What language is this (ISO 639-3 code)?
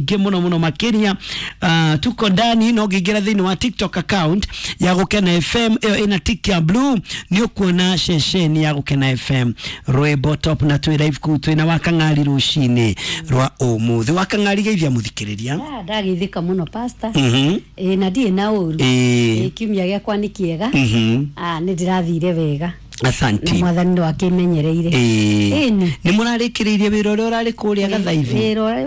kik